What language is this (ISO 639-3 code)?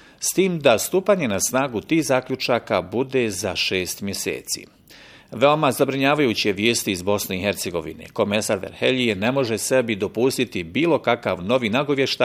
bos